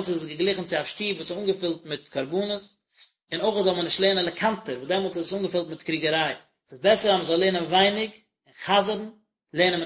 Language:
Yiddish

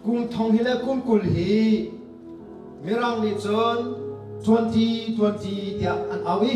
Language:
Hakha Chin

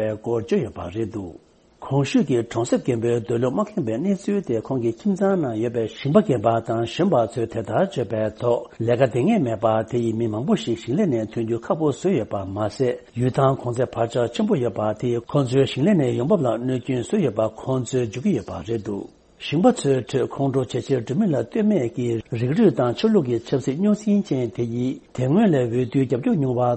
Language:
Tibetan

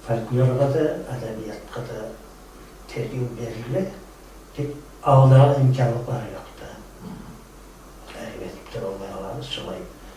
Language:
Kumyk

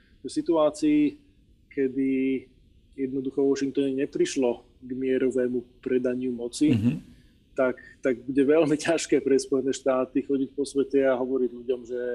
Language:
Slovak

